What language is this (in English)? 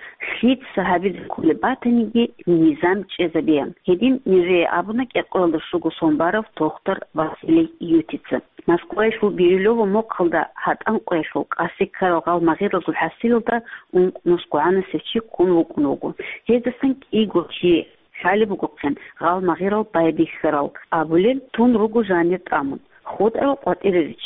Avaric